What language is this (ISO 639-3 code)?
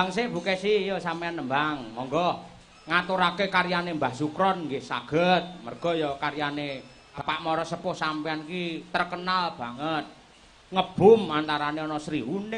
jav